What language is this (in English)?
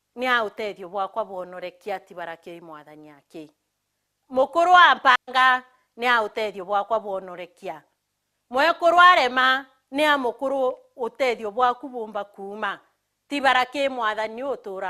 Meru